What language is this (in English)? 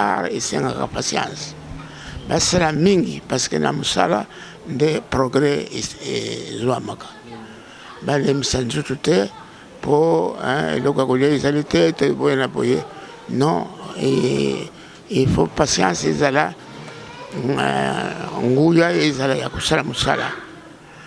Lingala